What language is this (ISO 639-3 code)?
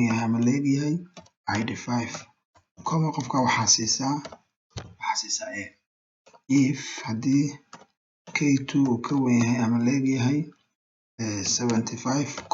som